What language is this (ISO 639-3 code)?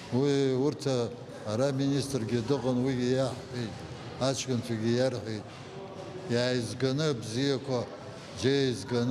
abk